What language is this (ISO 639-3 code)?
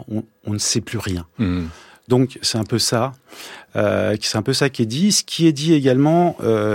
fra